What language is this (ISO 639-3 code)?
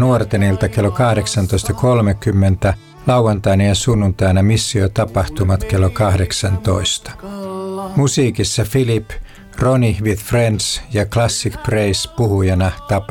fin